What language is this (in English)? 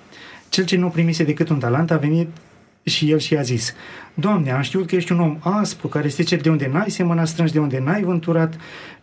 Romanian